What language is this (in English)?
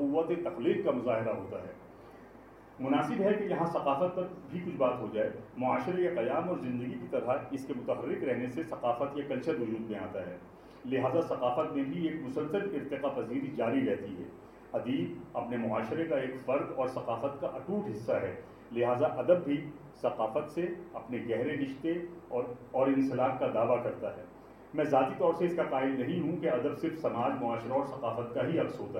Urdu